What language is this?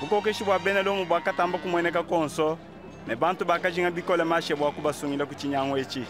Luba-Lulua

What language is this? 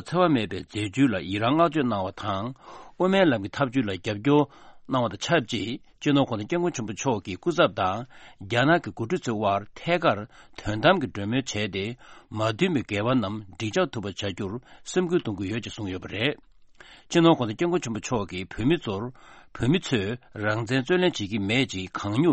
Tibetan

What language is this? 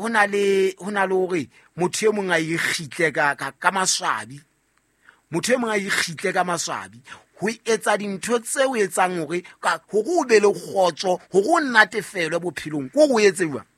Southern Sotho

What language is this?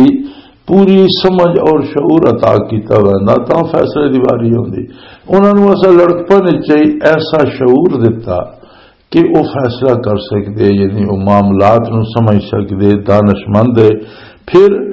Western Panjabi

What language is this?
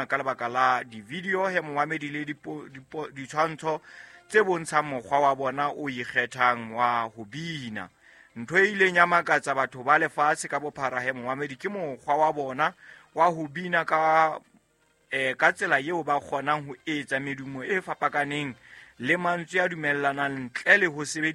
Southern Sotho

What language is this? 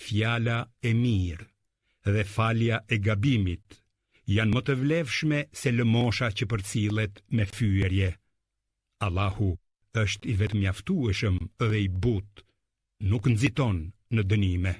Albanian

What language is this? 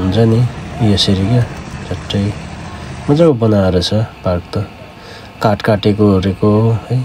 Nepali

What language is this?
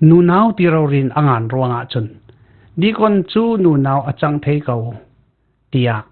Falam Chin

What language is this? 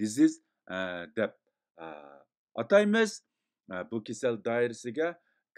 Uyghur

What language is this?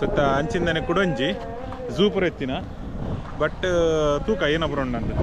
Tulu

